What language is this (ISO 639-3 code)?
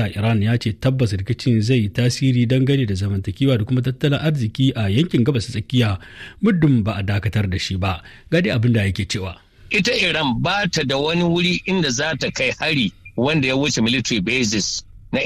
hau